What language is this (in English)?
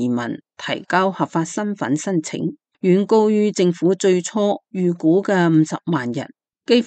Cantonese